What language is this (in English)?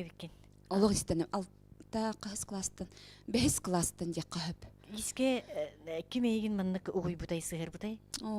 Yakut